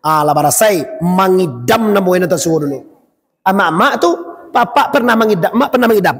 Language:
Minangkabau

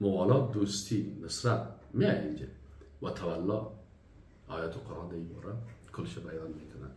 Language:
Persian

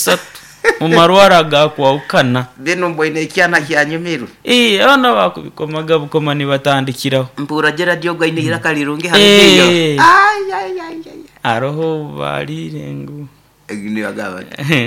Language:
Nyoro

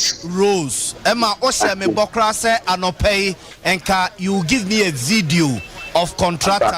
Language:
Akan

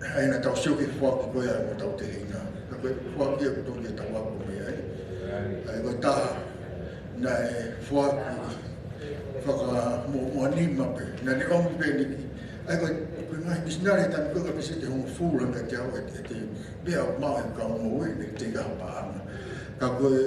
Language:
Tongan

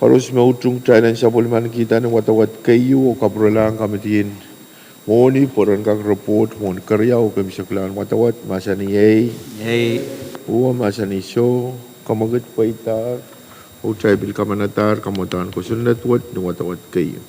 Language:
Pohnpeian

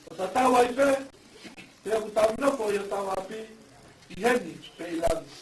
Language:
Tongan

